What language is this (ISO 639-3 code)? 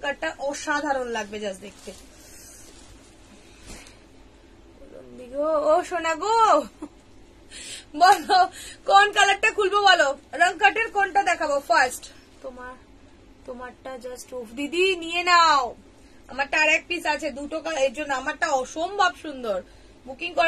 ben